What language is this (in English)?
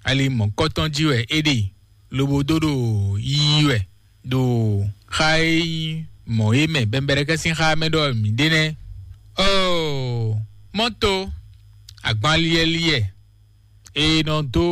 Fon